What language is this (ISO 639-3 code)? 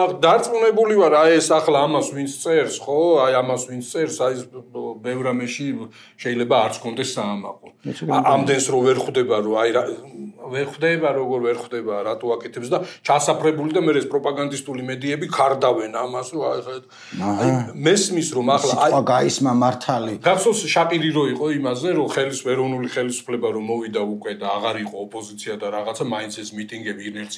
kat